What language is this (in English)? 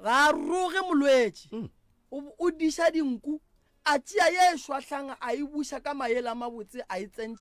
Northern Sotho